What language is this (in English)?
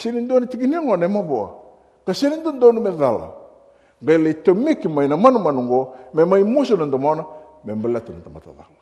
Fijian